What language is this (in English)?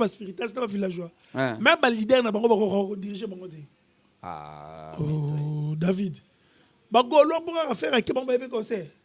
Lingala